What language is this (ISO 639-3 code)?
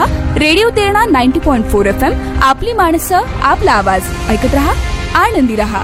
mar